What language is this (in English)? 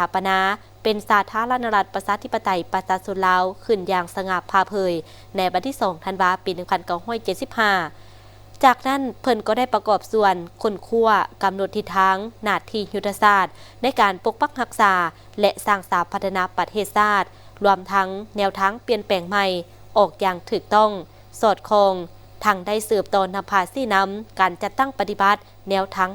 Lao